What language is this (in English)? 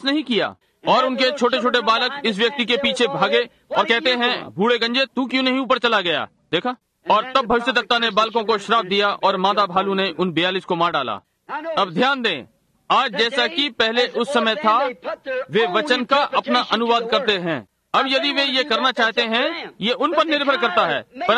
Hindi